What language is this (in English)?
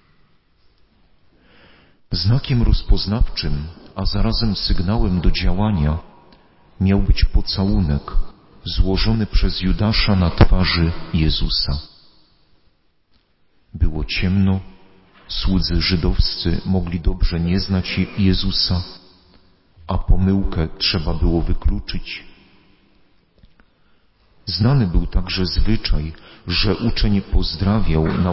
Polish